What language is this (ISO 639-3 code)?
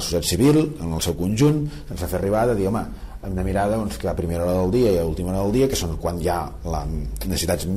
cat